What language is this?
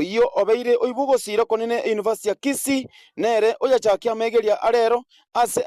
Gusii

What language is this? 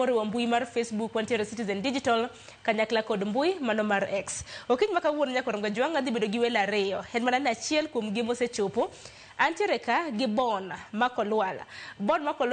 Luo (Kenya and Tanzania)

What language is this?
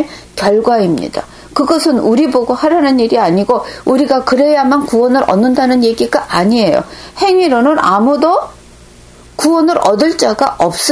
Korean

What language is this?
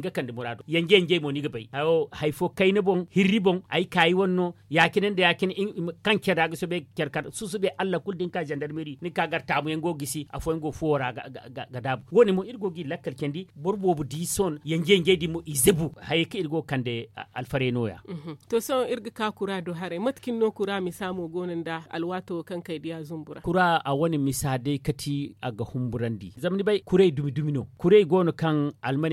Zarma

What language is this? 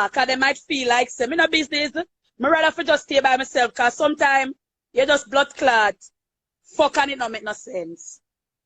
Jamaican Creole English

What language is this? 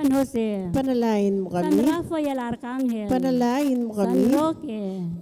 Pampanga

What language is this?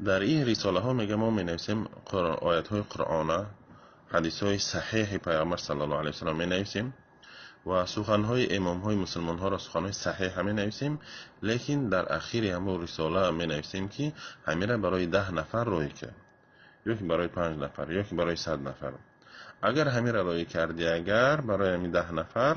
Tajik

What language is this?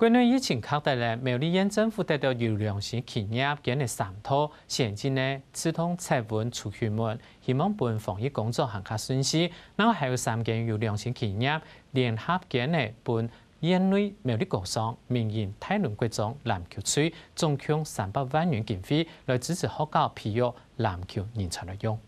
Hakka Chinese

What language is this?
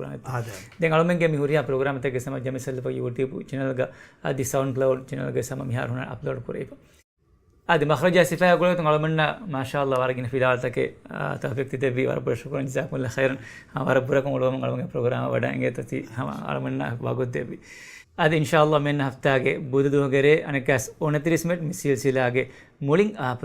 Divehi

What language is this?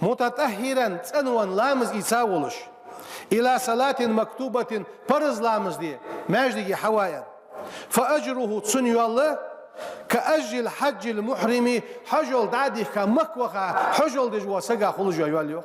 Ingush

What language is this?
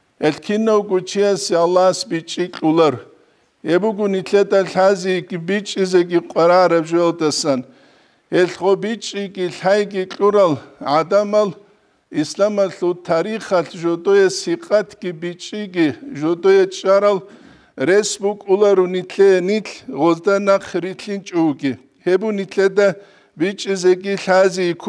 Avaric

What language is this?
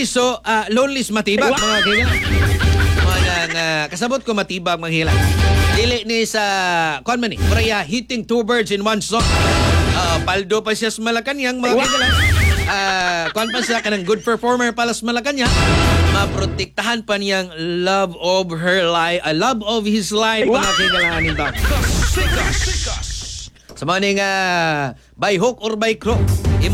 Cebuano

